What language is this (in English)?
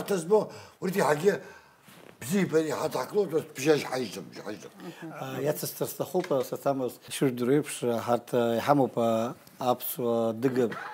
Abkhazian